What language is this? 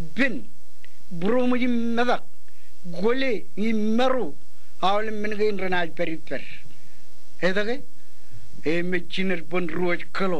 Marshallese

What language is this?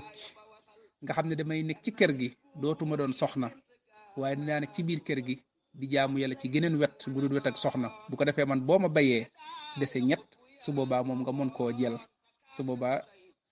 Wolof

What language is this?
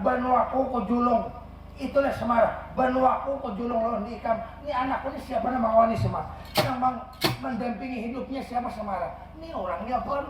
Banjar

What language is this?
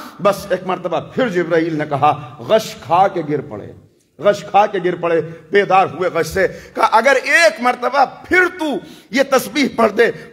Urdu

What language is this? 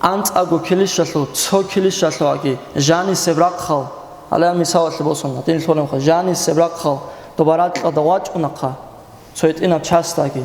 Avaric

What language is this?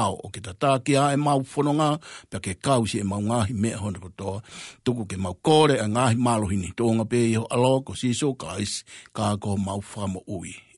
Tongan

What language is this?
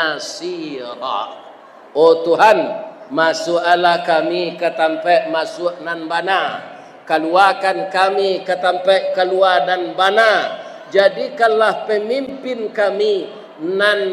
Minangkabau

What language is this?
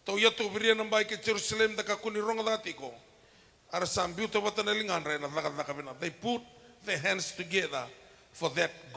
Fijian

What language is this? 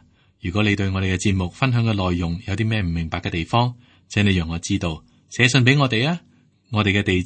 Cantonese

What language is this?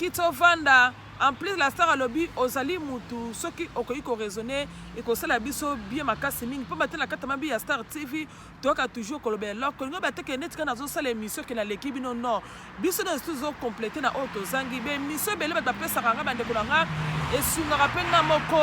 Lingala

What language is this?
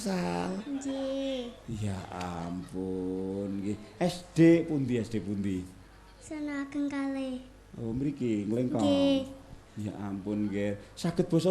Javanese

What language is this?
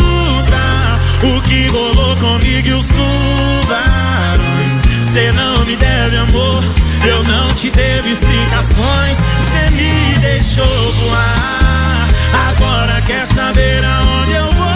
Portuguese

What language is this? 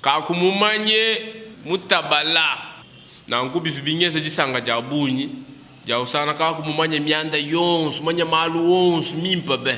Luba-Lulua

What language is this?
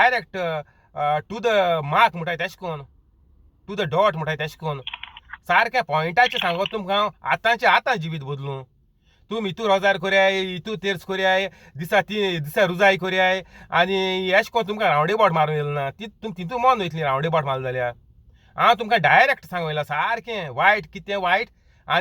Konkani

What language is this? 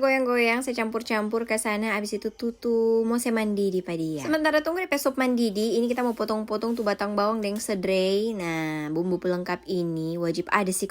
Manado Malay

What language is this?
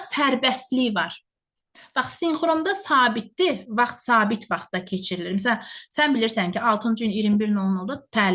Azerbaijani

